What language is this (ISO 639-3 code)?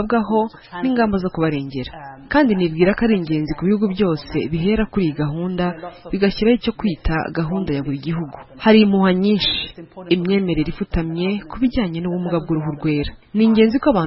kin